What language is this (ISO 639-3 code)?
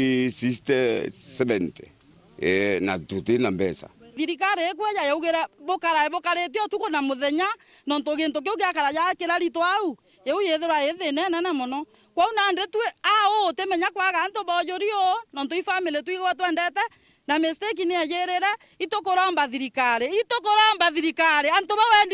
mer